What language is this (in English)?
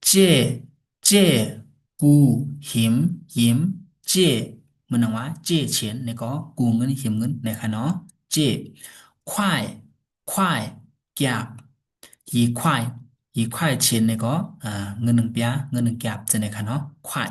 Shan